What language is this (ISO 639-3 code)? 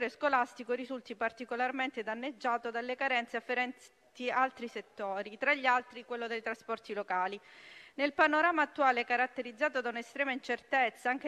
ita